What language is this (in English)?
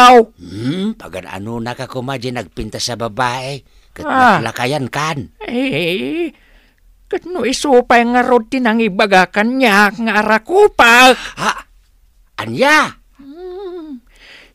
Iloko